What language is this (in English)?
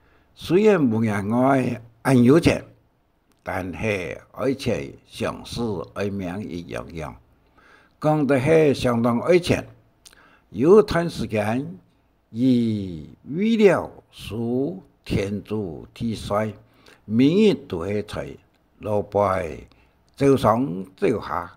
Hakka Chinese